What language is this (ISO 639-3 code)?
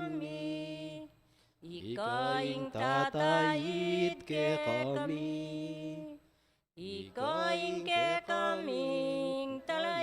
pam